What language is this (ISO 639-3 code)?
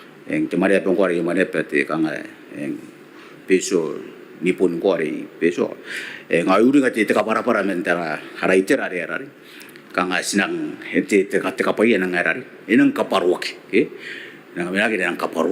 gil